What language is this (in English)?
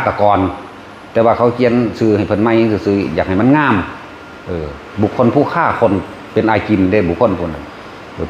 Northeastern Thai